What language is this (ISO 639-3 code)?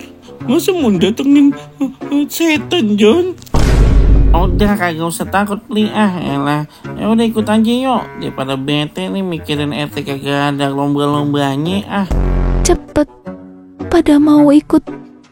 bew